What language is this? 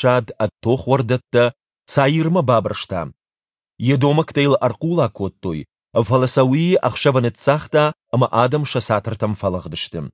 Ossetic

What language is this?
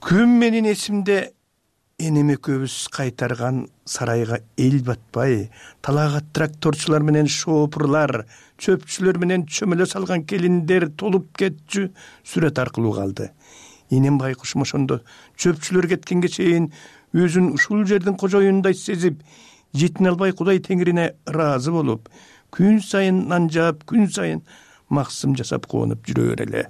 Kyrgyz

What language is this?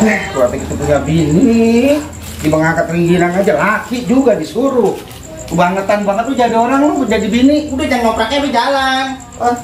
Betawi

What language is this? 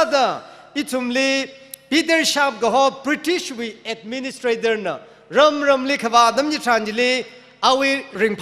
Tangkhul Naga (India)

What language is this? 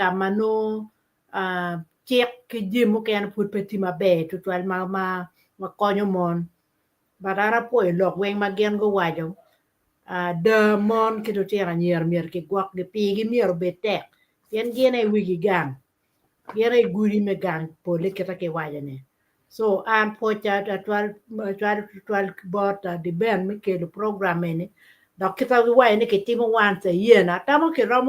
Acoli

